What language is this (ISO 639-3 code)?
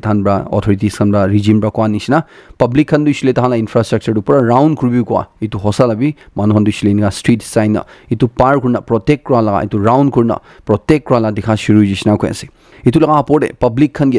nag